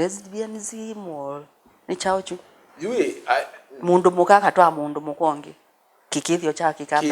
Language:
Kamba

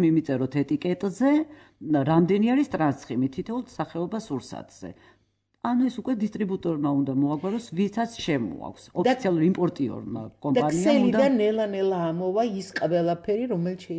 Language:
Georgian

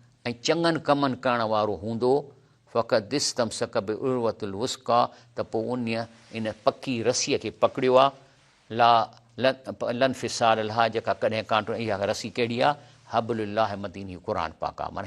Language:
Sindhi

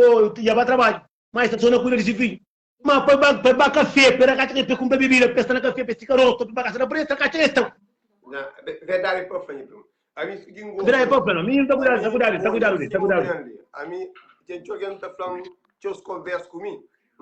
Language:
Kabuverdianu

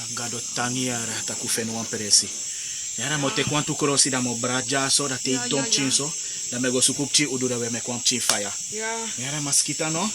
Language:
Sranan Tongo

